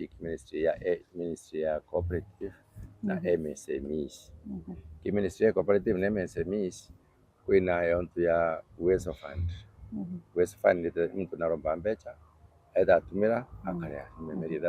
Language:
Meru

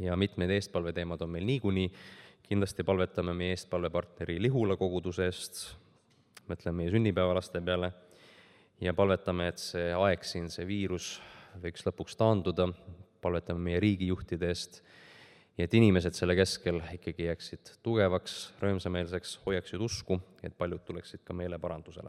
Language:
Estonian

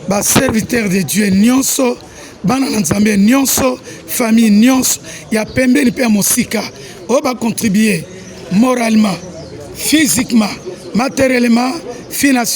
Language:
Lingala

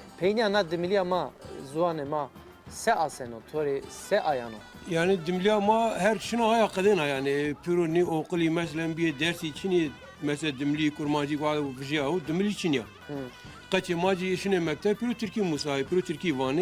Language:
Zaza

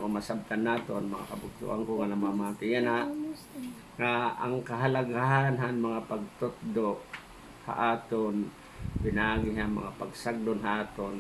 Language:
Waray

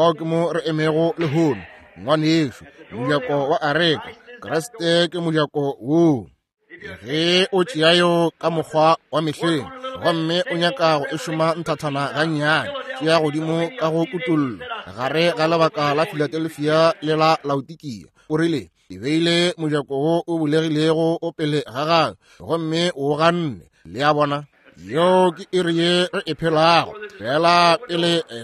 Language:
Northern Sotho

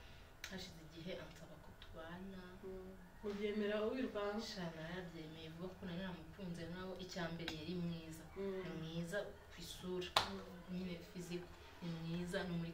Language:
Kinyarwanda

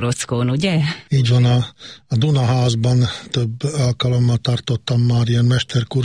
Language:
Hungarian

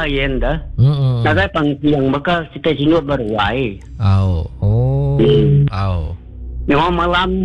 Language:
Iban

